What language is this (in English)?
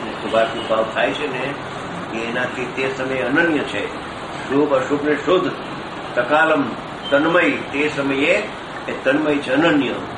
Gujarati